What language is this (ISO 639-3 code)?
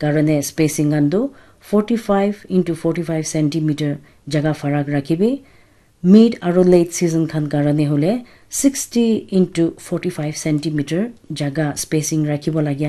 nag